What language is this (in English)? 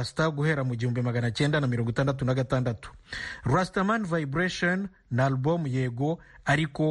Kinyarwanda